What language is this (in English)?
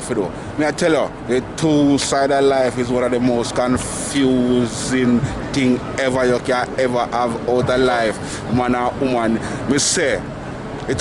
Jamaican Creole English